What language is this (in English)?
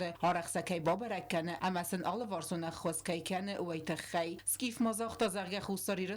Ossetic